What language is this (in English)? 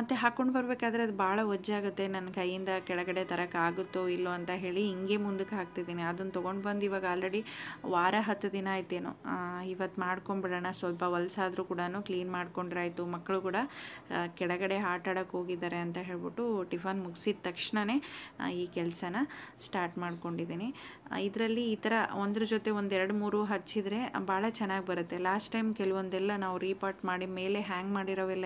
Kannada